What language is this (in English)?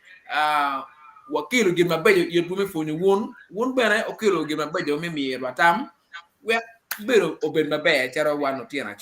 Acoli